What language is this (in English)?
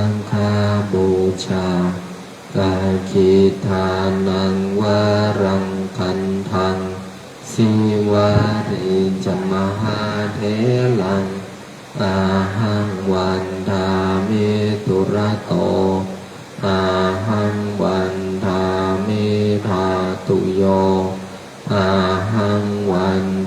Pali